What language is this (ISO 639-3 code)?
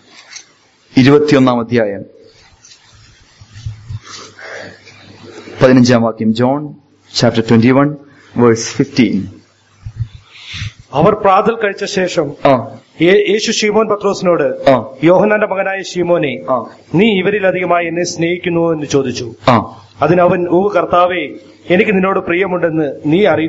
mal